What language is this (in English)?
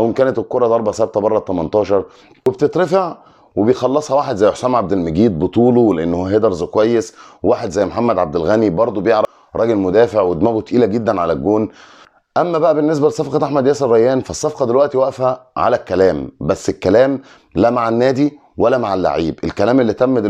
Egyptian Arabic